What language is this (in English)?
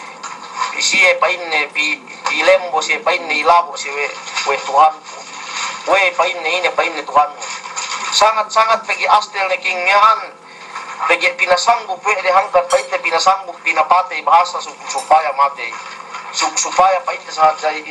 Yakan